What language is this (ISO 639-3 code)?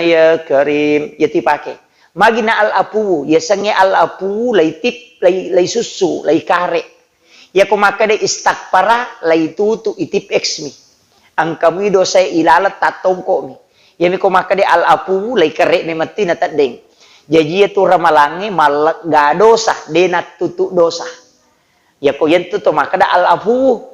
bug